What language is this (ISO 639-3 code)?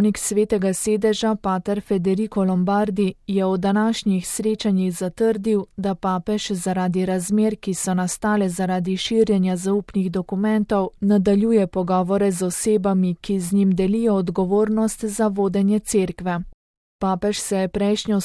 slv